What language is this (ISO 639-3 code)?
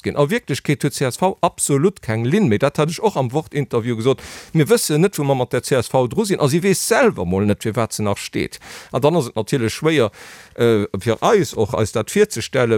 ltz